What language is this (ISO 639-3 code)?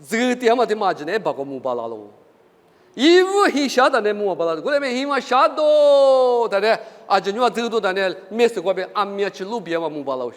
lis